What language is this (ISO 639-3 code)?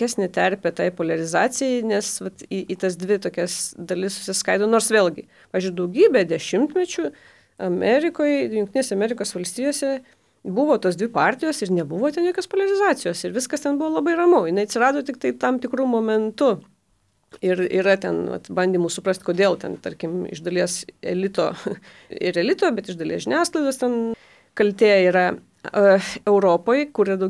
lit